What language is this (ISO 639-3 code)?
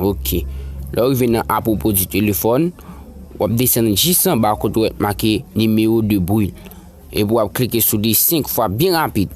hat